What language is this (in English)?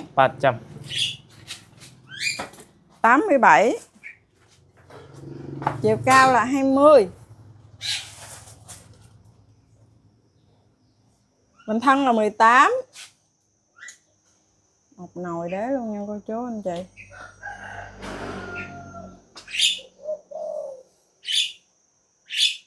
Vietnamese